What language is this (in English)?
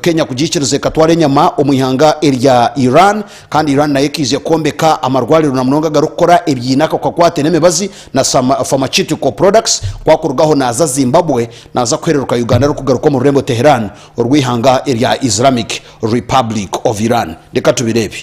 Nyankole